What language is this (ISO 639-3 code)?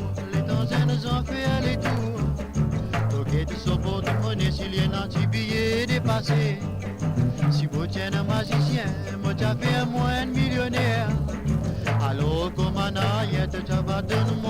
mfe